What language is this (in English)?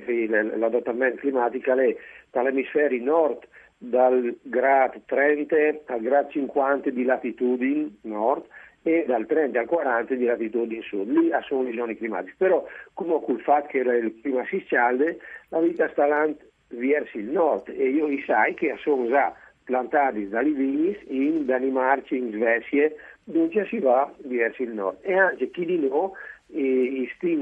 Friulian